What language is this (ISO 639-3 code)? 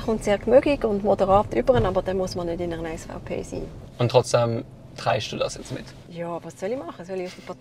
gsw